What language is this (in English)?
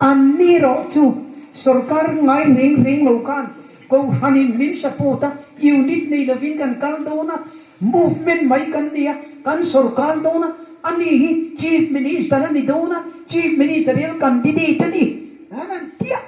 Mizo